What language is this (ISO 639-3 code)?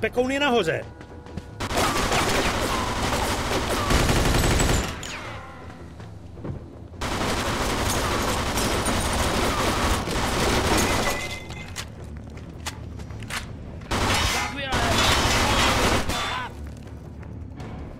ces